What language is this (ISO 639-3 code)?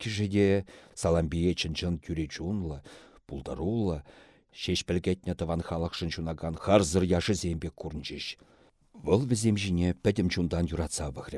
chv